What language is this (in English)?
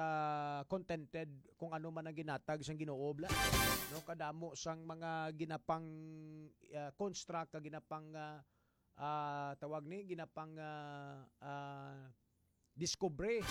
Hiligaynon